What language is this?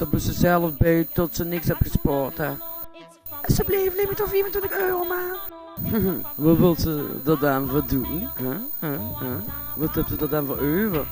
Limburgish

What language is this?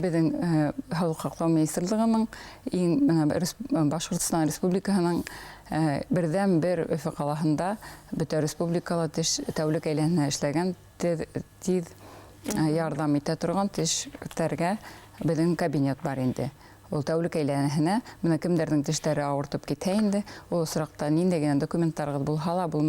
Bashkir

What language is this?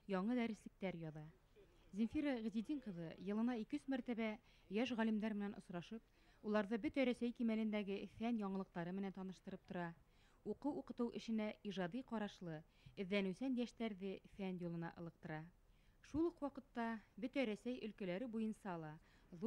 Bashkir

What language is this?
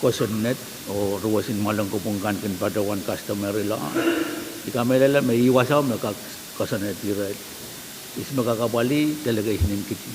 Pohnpeian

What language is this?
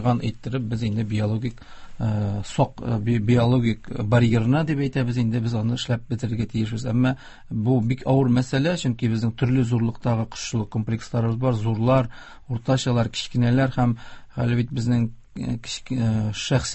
Tatar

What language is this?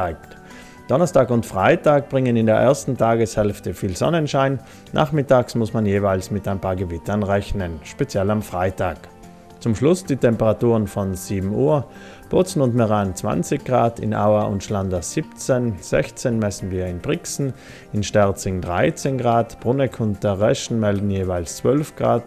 German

